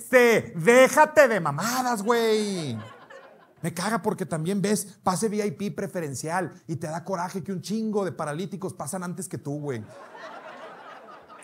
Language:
Spanish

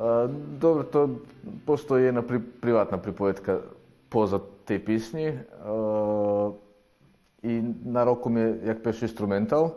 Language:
Rusyn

